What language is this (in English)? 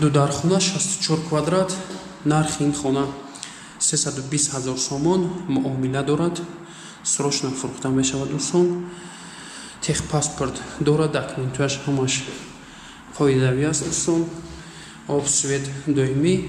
Tajik